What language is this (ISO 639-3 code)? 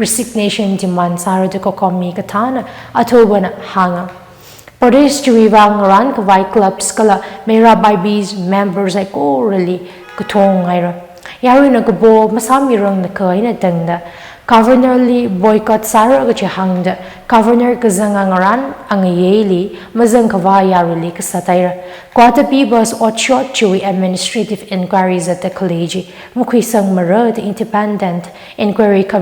nmf